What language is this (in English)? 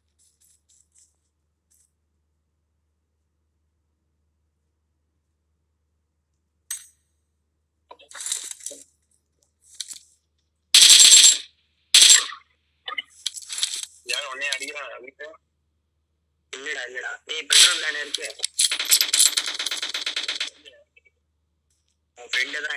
Tamil